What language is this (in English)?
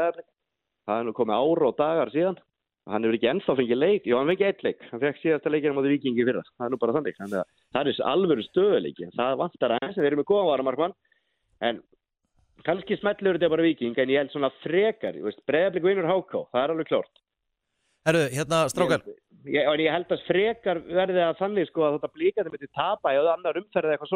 Icelandic